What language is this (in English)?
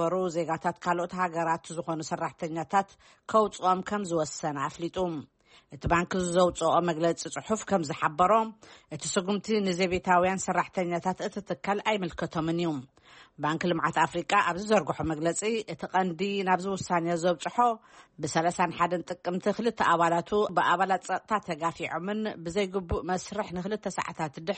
Tigrinya